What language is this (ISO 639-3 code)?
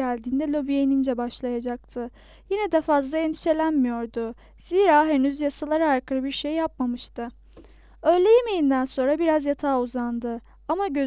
tur